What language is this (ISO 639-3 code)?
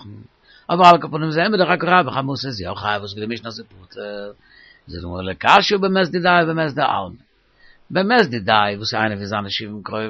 yid